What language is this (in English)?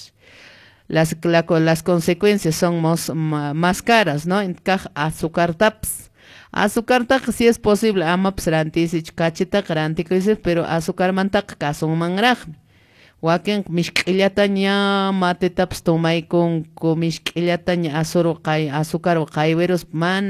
Quechua